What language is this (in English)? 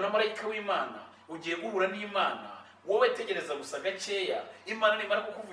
Kinyarwanda